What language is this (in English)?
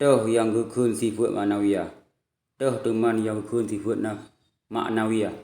Achinese